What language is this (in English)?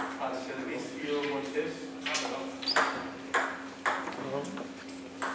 Spanish